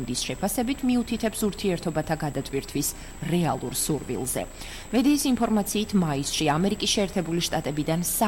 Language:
Georgian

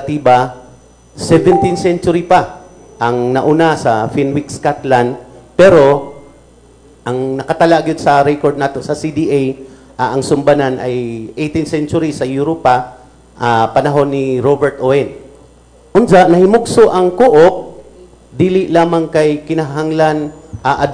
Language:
Cebuano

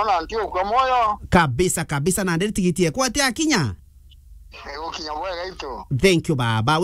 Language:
Meru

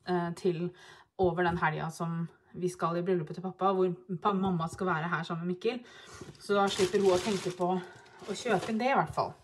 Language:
Norwegian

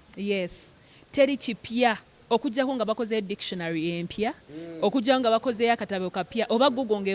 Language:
Ganda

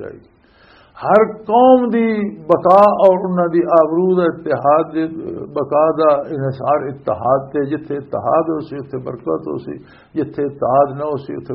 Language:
Western Panjabi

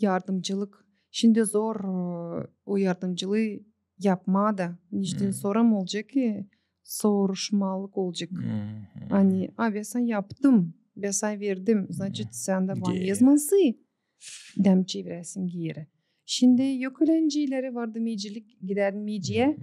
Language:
Gagauz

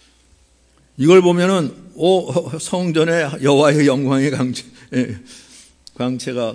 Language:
Korean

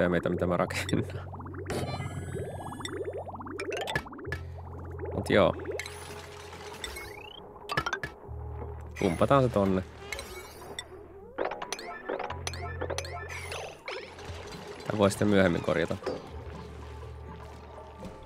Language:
Finnish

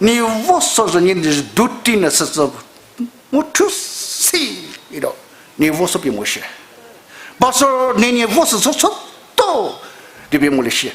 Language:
Poumei Naga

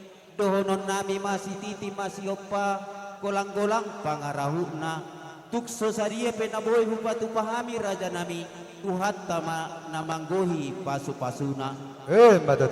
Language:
Batak Toba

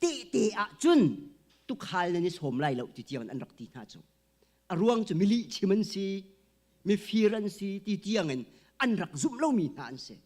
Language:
Hakha Chin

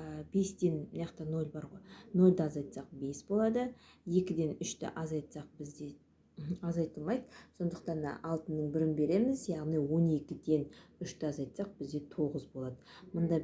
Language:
Kazakh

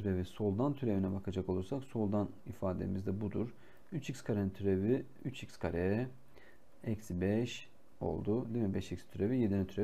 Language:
Turkish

